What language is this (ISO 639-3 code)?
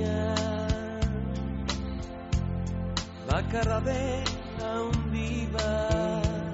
eus